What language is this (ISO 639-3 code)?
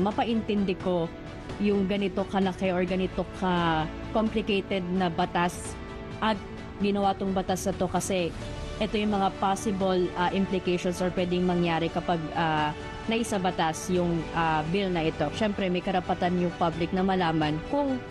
fil